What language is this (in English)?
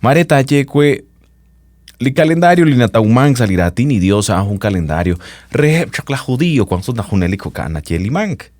Kekchí